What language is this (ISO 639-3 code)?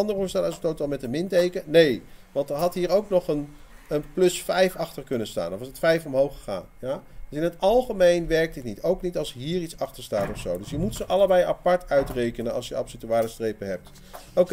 nld